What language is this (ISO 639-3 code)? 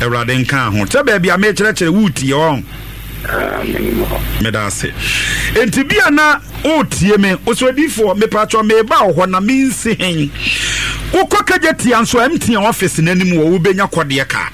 aka